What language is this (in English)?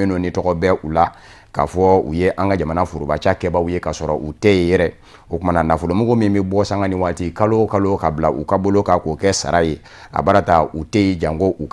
Bambara